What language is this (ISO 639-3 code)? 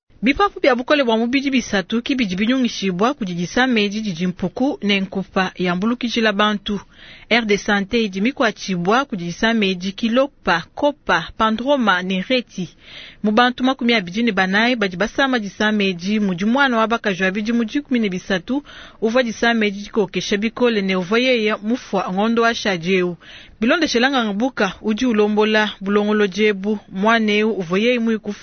lua